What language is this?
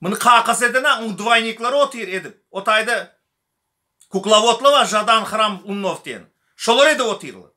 Turkmen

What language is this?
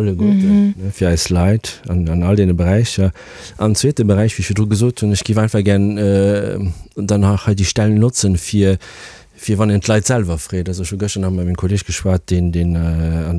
Luxembourgish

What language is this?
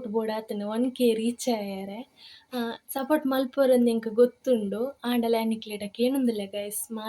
Tulu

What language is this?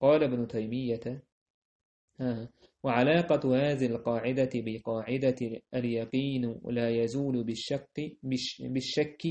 Chechen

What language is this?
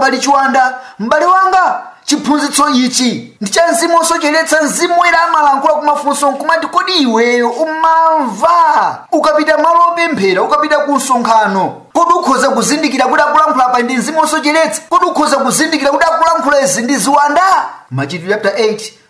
Nyanja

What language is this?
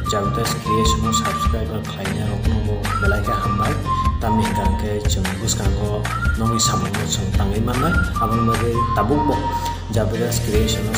Kok Borok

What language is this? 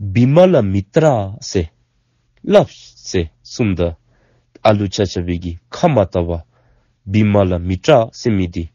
Dzongkha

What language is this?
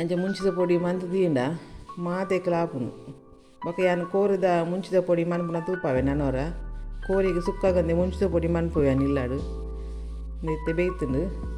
Tulu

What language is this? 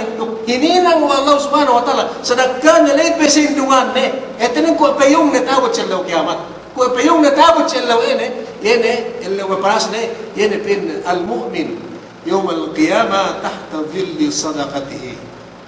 Yakan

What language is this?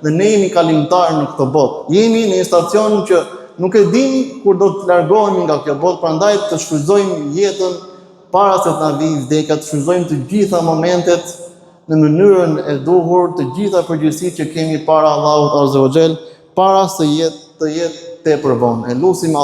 Albanian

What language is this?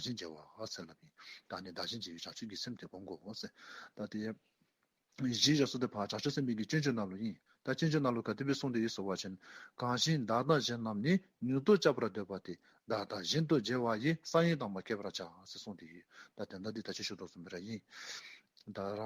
Dzongkha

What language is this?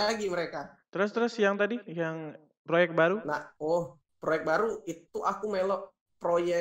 Musi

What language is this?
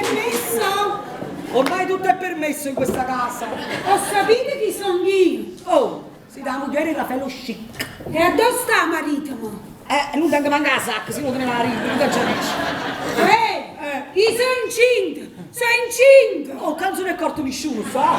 Neapolitan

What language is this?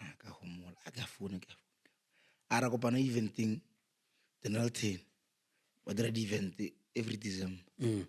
Northern Sotho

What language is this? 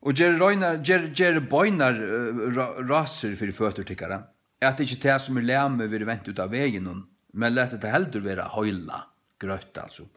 Faroese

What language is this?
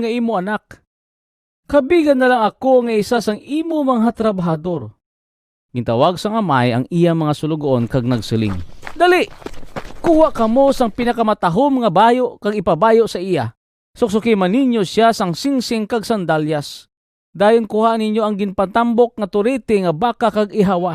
Hiligaynon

